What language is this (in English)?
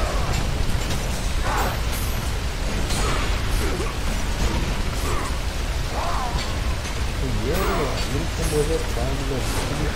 Tamil